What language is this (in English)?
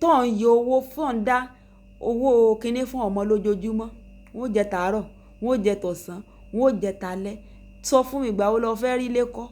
Yoruba